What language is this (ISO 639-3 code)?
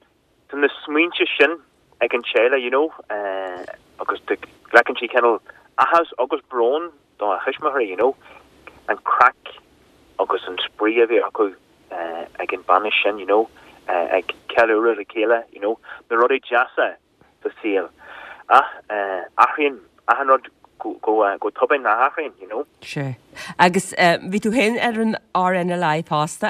gle